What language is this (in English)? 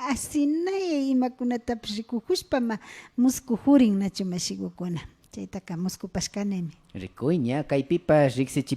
Imbabura Highland Quichua